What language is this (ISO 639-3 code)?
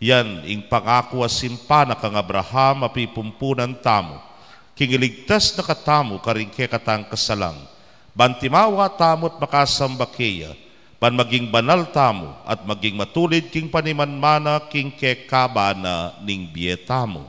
pam